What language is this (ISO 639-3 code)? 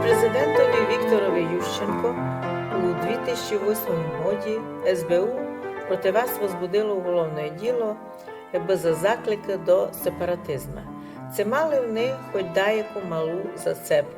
rue